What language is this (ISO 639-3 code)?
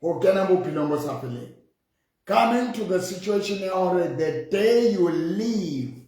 sot